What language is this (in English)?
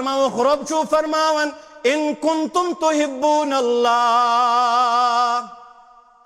Kashmiri